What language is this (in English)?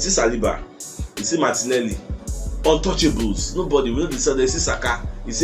Nigerian Pidgin